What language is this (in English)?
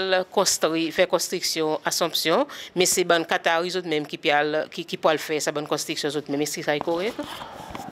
Seselwa Creole French